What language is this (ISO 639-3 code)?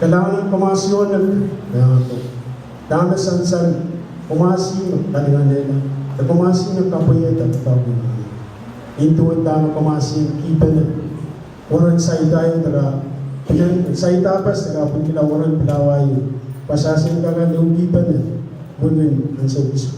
pon